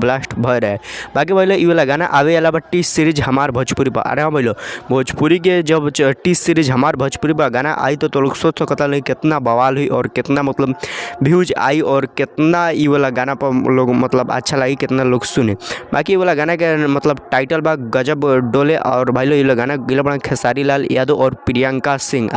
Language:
Bhojpuri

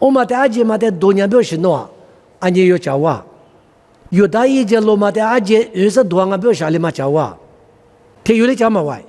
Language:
Lisu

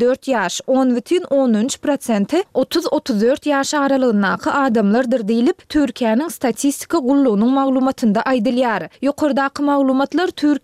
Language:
Turkmen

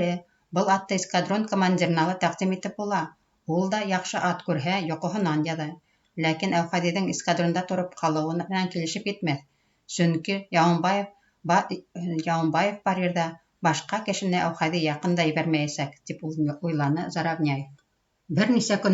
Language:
Bashkir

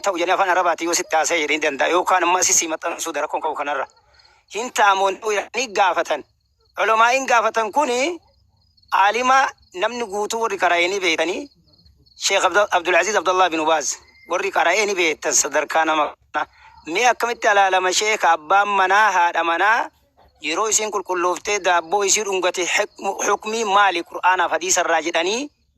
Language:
Oromo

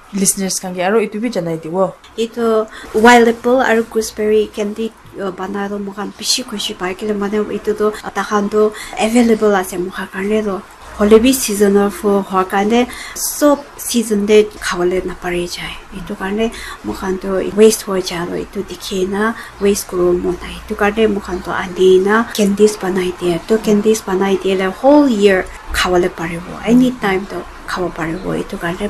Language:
Naga Pidgin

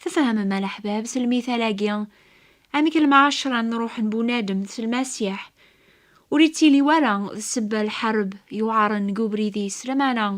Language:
Kabyle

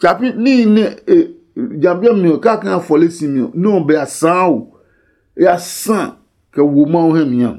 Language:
Adangme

